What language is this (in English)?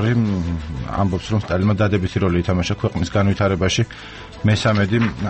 Georgian